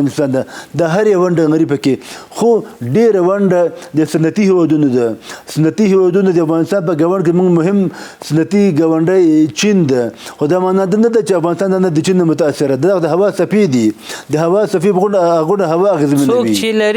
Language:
Pashto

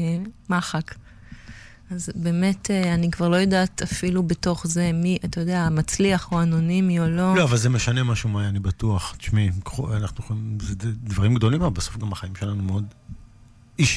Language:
Hebrew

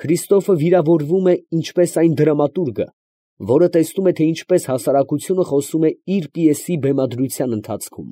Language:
Armenian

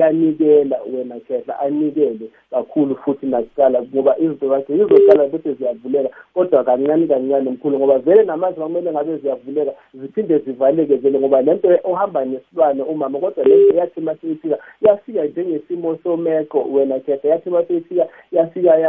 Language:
South Ndebele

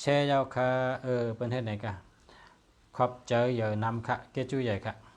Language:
Shan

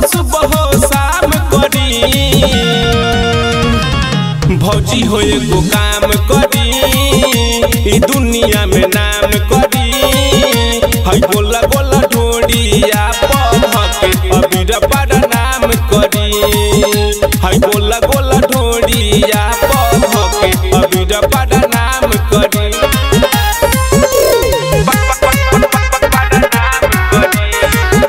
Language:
Bhojpuri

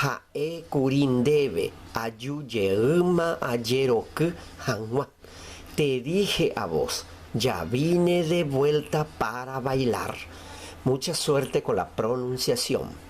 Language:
Guarani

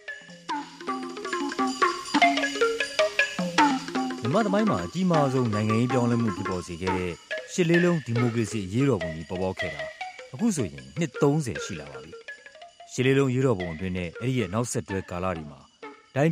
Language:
Burmese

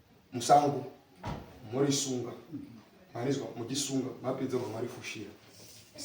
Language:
Shona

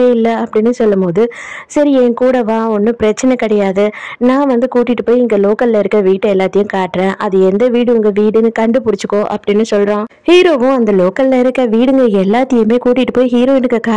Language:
Tamil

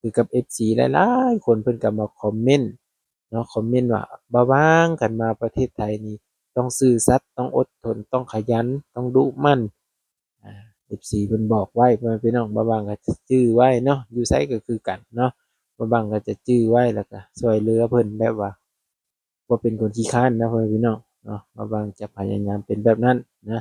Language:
Lao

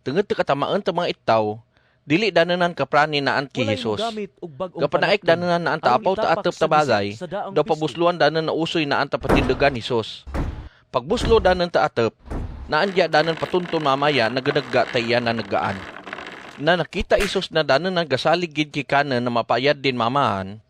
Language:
Kagayanen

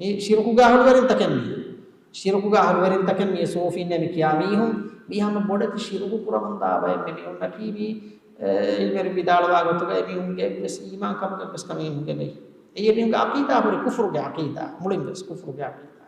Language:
Divehi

